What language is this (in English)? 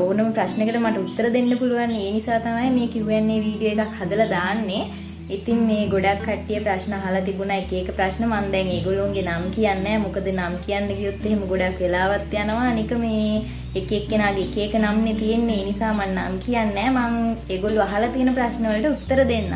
Sinhala